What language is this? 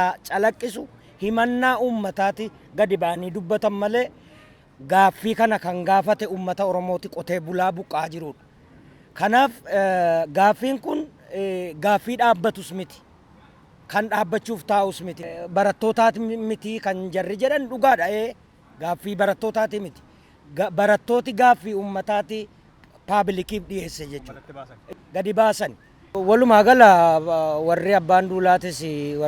Oromo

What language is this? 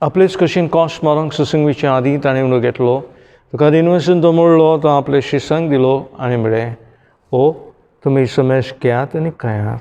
Konkani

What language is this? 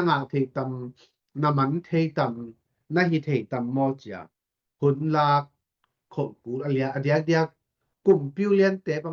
Tedim Chin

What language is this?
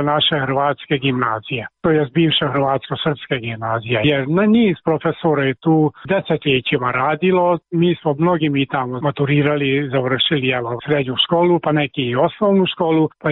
Croatian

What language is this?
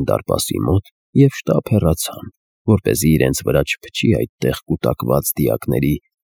Armenian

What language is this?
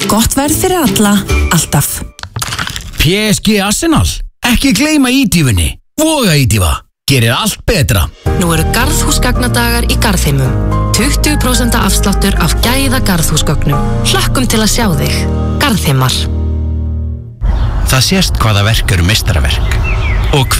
Icelandic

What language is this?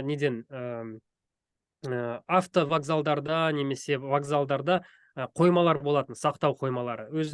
Kazakh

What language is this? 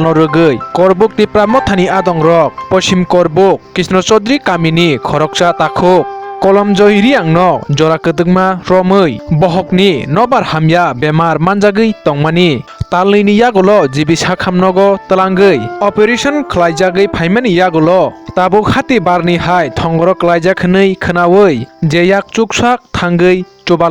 Kok Borok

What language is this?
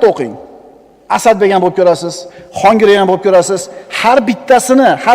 Uzbek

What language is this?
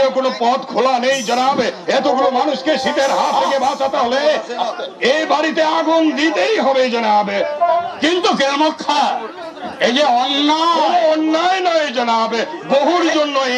Bangla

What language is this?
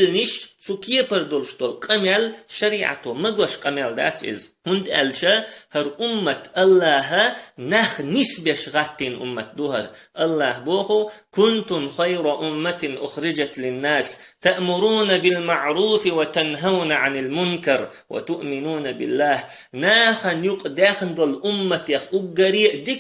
Chechen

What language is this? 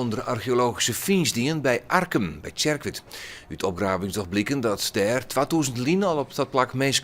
Western Frisian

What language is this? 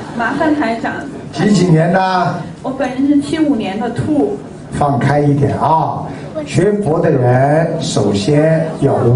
Chinese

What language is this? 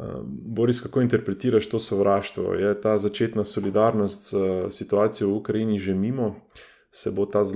Slovenian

